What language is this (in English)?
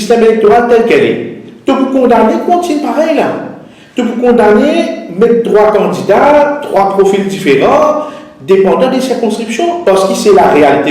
Morisyen